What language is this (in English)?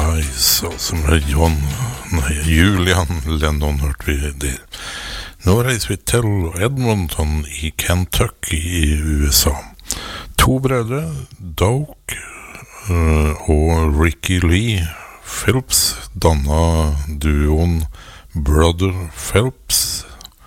Norwegian